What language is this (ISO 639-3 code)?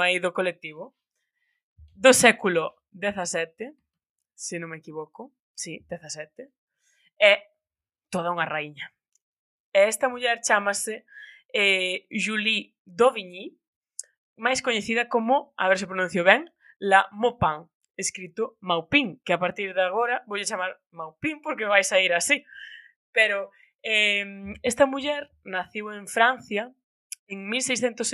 glg